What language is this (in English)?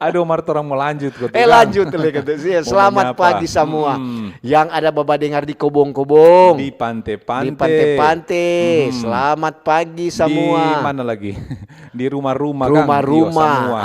Manado Malay